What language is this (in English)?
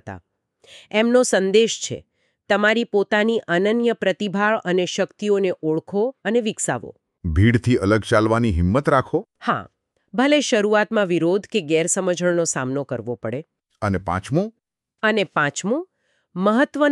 Gujarati